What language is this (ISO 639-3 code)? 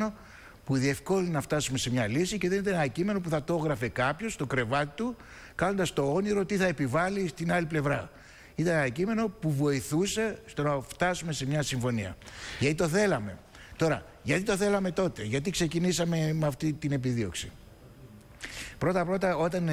ell